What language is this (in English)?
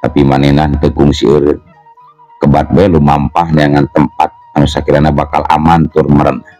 Sundanese